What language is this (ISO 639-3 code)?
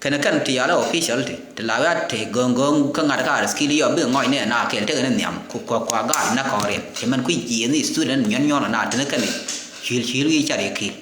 nus